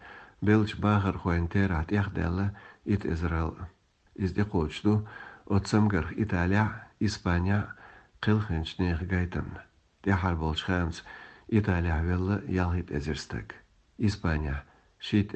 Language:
Chechen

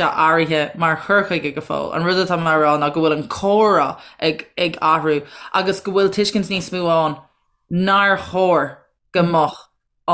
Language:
Irish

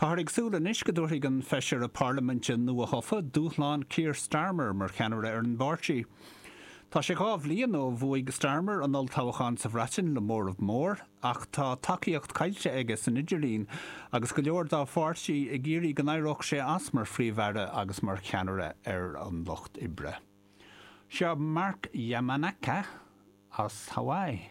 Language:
Irish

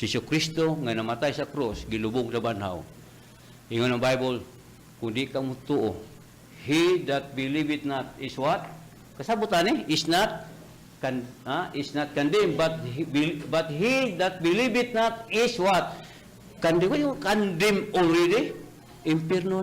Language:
Cebuano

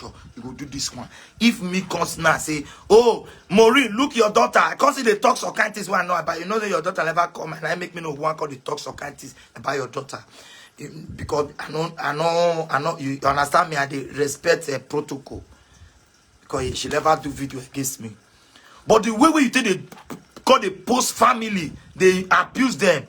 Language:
Nigerian Pidgin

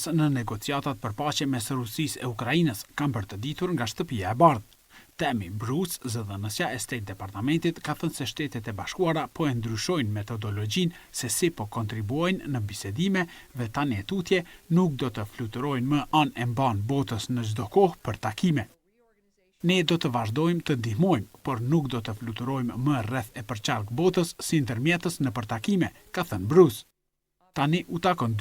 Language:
Albanian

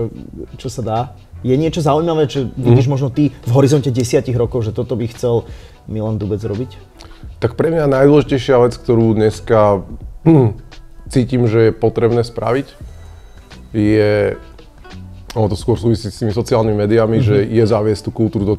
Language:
Slovak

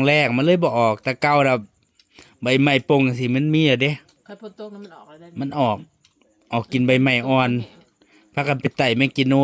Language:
Northeastern Thai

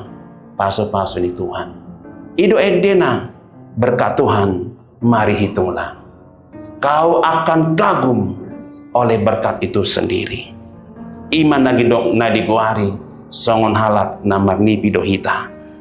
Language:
Batak Toba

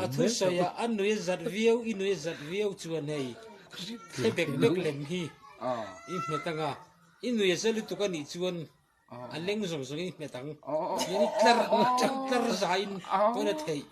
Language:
Mizo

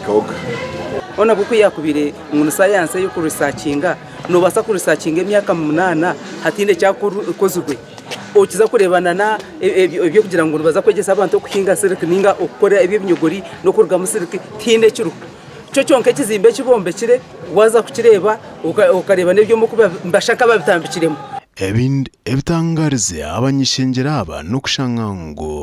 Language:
Nyankole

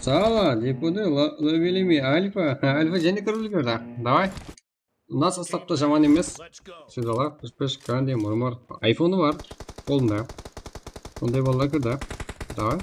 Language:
Kara-Kalpak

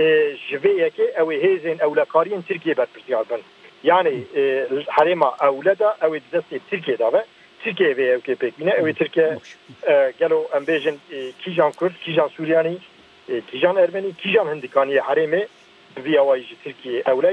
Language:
Kurdish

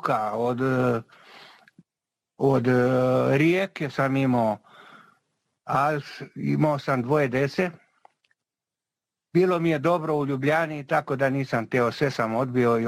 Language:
Serbian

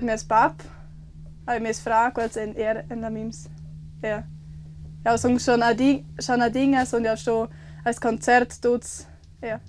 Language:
Romansh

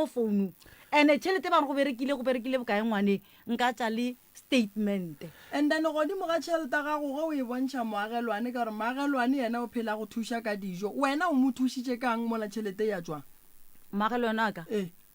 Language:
Northern Sotho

